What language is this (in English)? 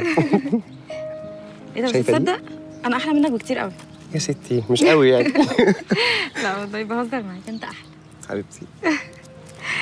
Egyptian Arabic